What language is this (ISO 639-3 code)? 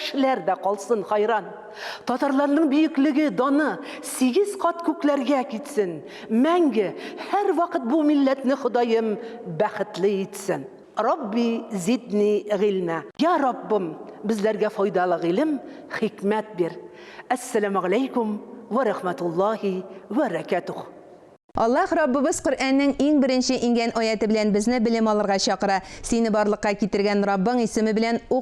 tat